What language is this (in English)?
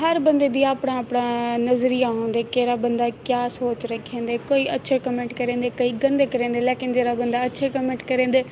Saraiki